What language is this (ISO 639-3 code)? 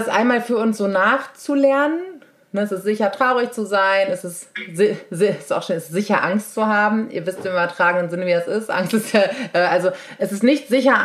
deu